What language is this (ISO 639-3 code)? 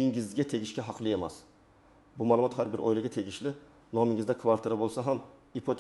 uzb